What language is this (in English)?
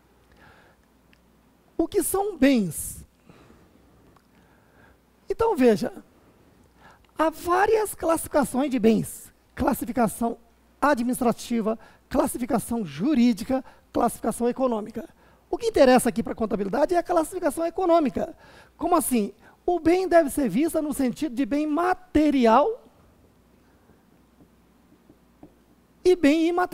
Portuguese